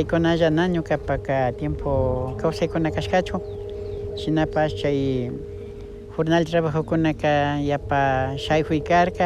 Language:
Imbabura Highland Quichua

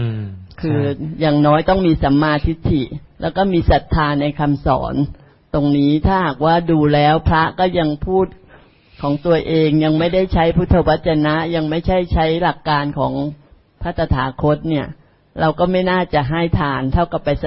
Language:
Thai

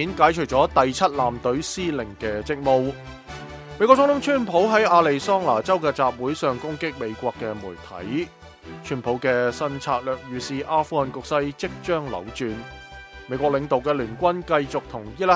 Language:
Cantonese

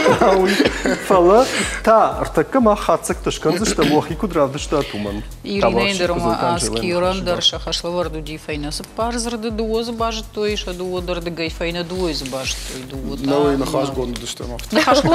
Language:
Ossetic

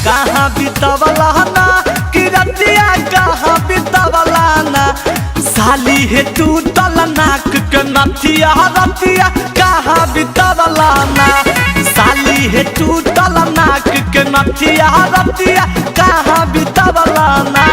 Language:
Magahi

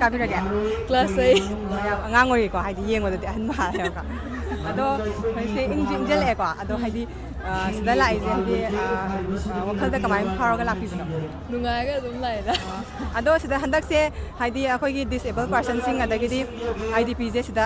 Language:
Manipuri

